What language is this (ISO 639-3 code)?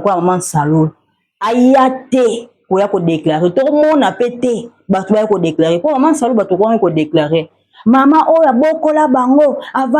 lin